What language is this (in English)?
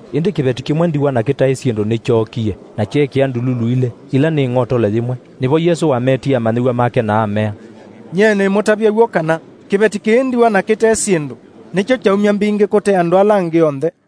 Kamba